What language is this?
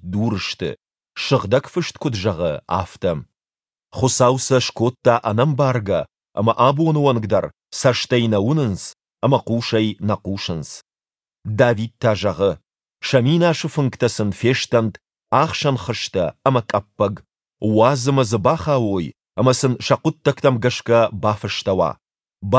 Ossetic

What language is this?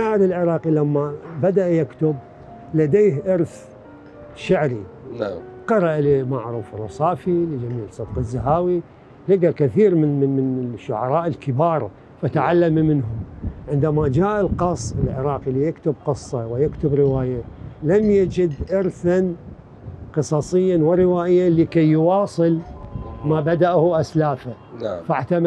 Mesopotamian Arabic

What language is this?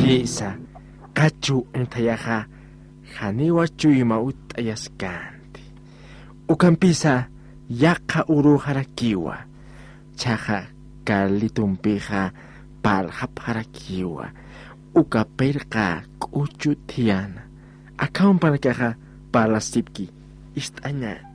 Aymara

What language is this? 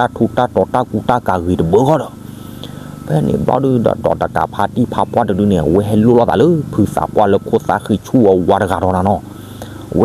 S'gaw Karen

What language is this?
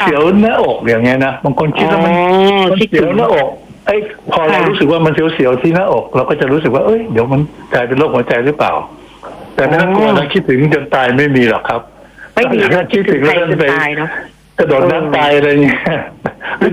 Thai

